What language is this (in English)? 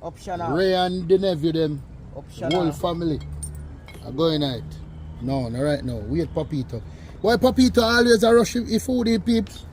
Jamaican Creole English